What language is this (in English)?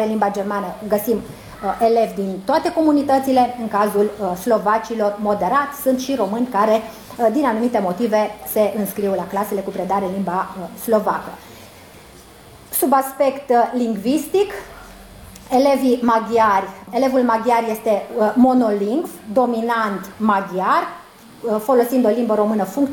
Romanian